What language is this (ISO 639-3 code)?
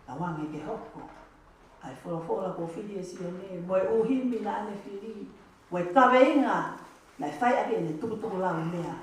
ton